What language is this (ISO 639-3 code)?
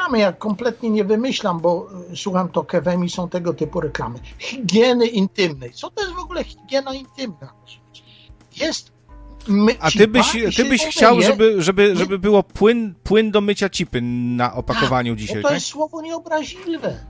pol